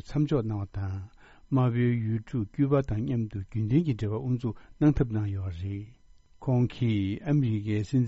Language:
Tibetan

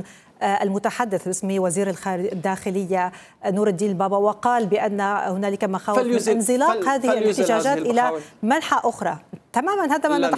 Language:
Arabic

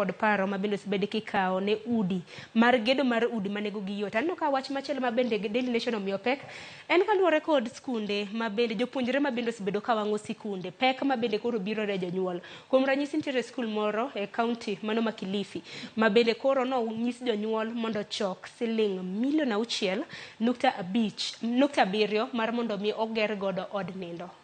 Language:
Luo (Kenya and Tanzania)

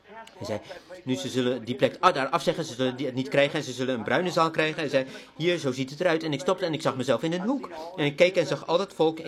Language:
Dutch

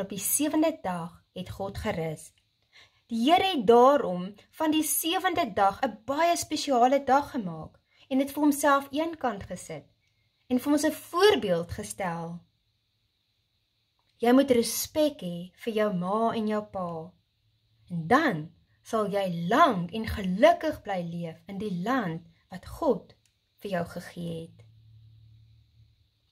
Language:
Afrikaans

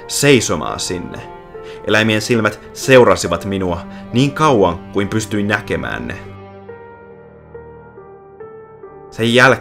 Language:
Finnish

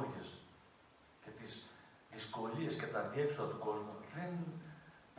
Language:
Greek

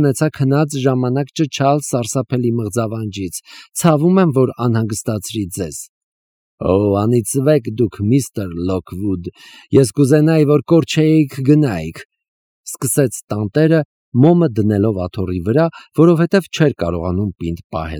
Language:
Armenian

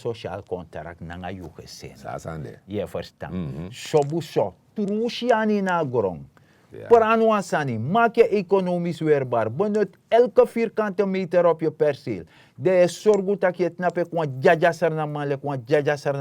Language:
Sranan Tongo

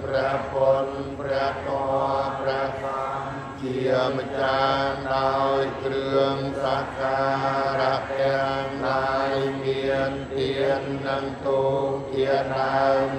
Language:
Khmer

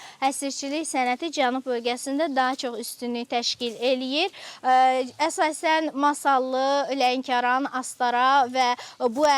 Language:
Azerbaijani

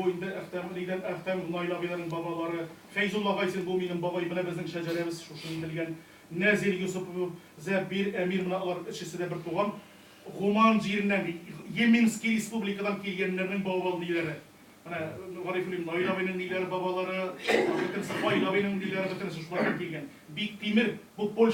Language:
Tatar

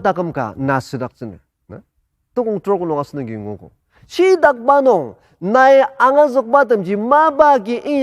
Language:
Ao Naga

